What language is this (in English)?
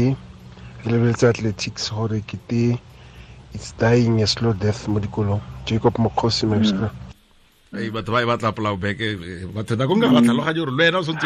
Tswana